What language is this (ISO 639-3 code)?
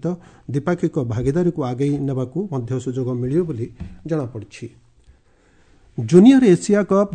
ori